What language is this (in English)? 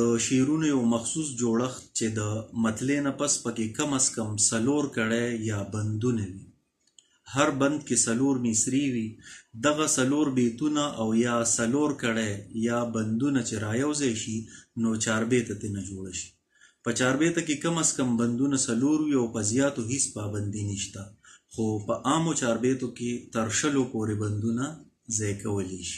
Pashto